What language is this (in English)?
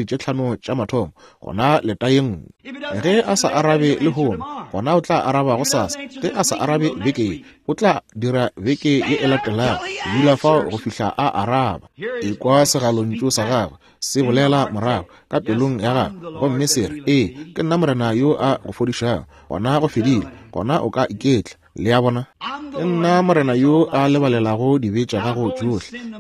Northern Sotho